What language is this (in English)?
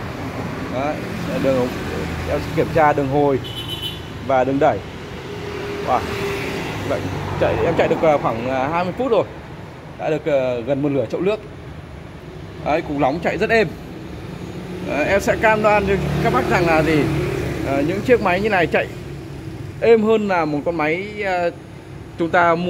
Vietnamese